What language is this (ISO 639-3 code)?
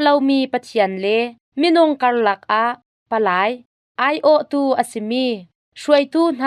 cnh